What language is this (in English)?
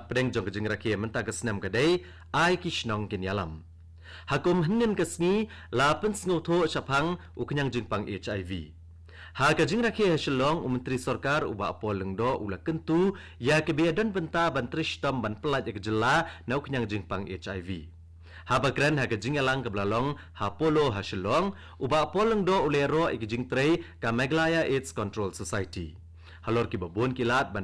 Khasi